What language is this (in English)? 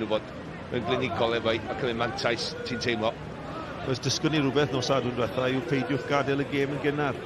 Welsh